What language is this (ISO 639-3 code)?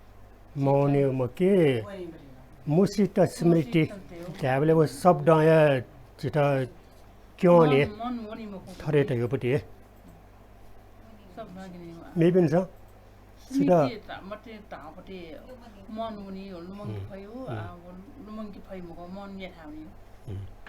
new